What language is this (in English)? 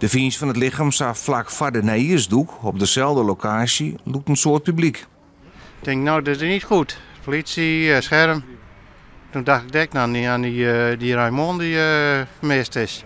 Western Frisian